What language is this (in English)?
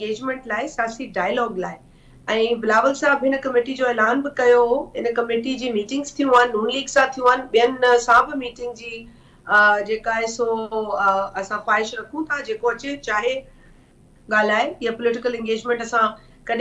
Sindhi